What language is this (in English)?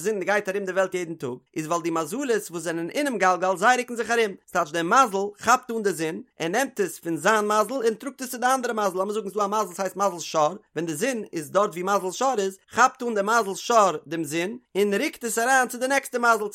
Yiddish